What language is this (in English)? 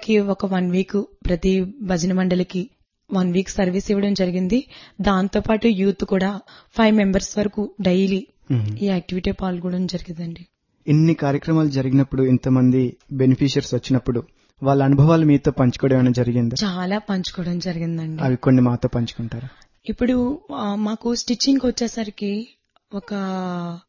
Telugu